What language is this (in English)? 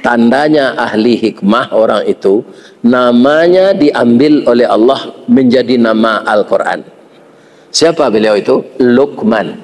Minangkabau